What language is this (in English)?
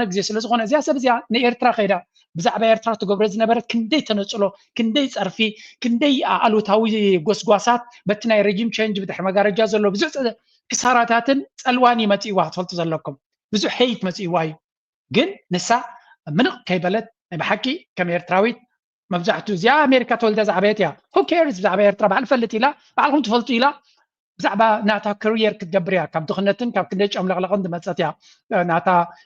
Tigrinya